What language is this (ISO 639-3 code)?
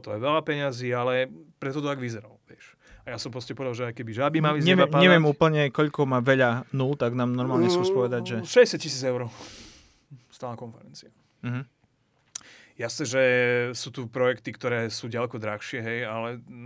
slk